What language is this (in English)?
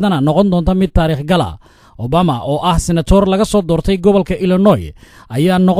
Somali